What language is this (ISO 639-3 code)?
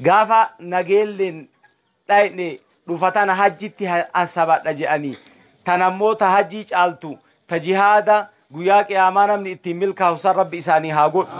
orm